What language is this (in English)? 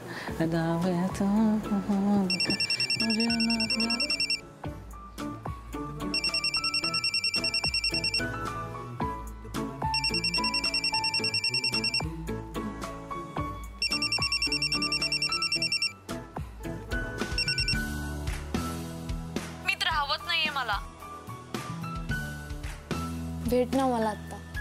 Marathi